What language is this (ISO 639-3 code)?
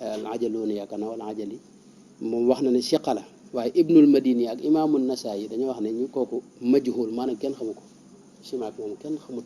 wol